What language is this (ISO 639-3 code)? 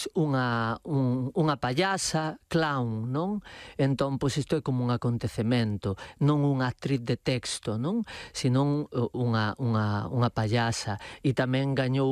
glg